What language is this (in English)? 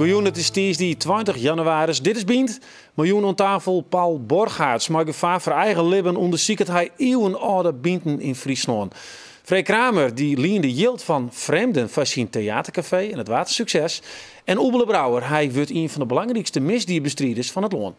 Western Frisian